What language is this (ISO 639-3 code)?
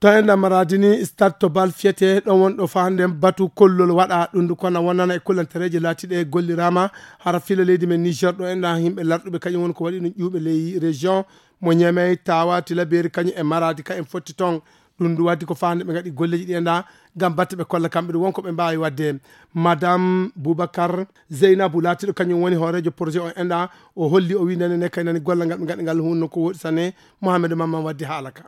ful